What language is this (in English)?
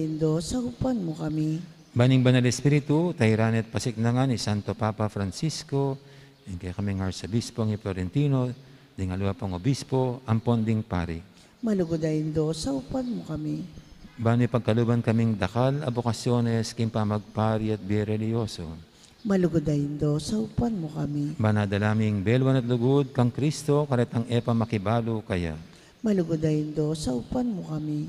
Pampanga